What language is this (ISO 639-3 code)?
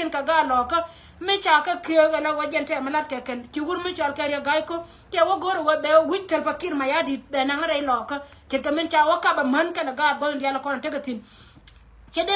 nus